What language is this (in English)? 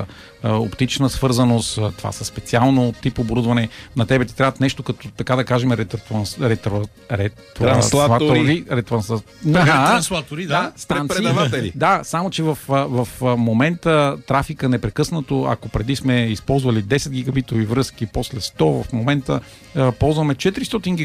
Bulgarian